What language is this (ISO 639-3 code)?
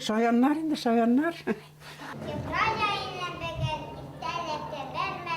bak